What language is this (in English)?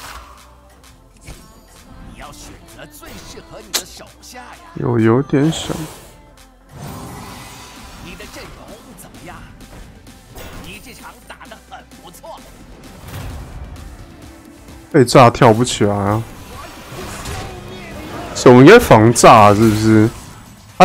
Chinese